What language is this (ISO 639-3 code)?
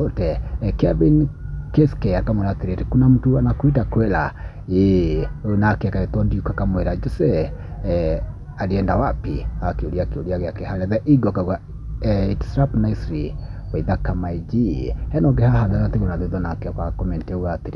kik